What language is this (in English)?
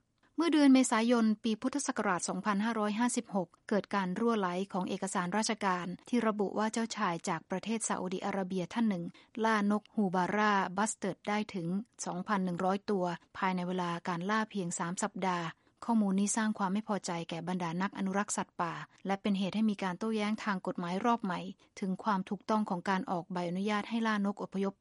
Thai